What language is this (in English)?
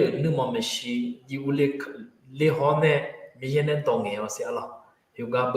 Akha